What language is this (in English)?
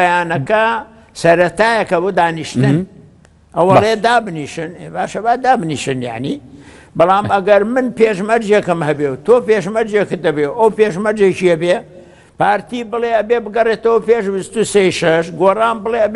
Central Kurdish